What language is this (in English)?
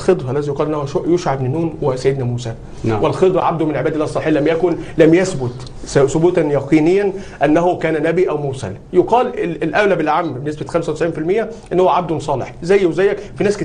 Egyptian Arabic